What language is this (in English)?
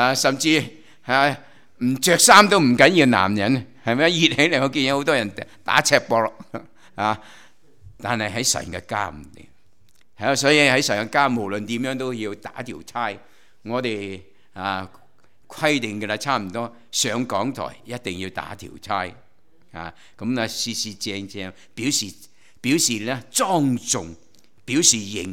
Cantonese